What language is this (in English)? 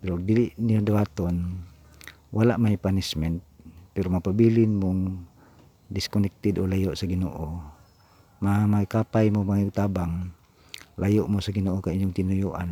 Cebuano